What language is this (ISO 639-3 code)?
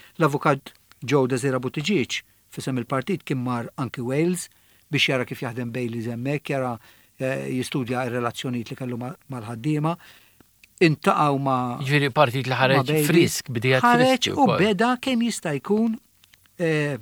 mlt